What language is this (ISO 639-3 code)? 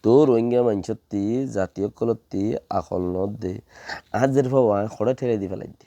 rhg